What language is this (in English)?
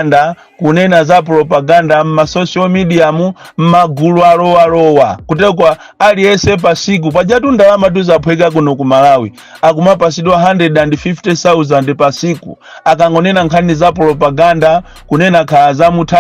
Nyanja